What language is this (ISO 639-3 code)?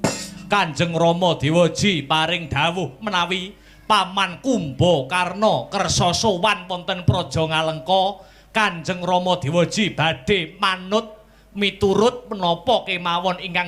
jav